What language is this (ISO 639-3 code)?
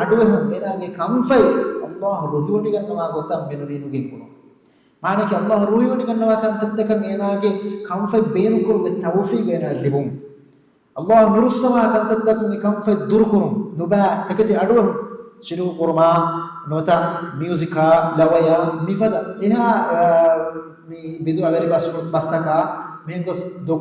div